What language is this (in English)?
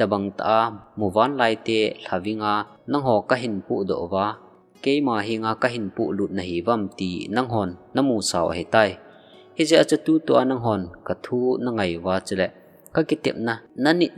Thado Chin